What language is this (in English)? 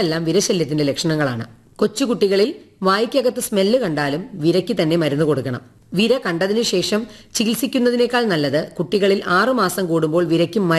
Malayalam